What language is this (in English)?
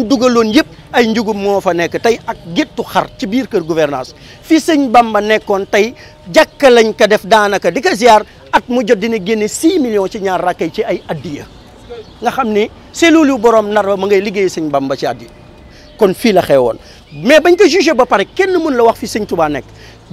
Wolof